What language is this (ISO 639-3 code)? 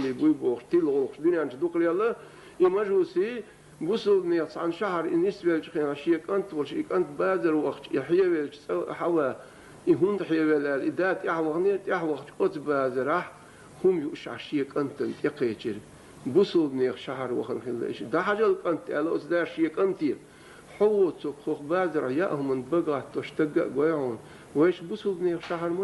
che